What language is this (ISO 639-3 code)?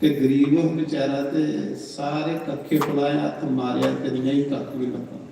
doi